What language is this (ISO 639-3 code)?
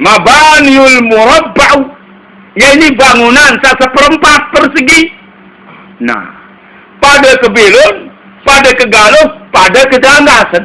sas